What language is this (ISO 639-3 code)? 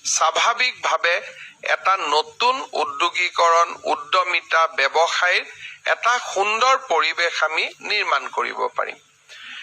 asm